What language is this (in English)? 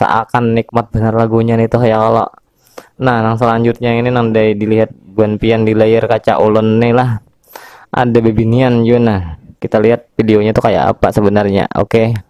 Banjar